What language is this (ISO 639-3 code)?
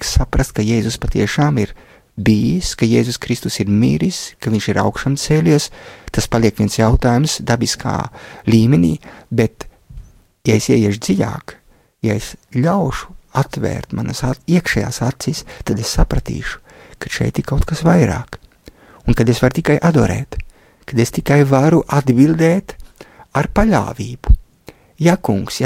lav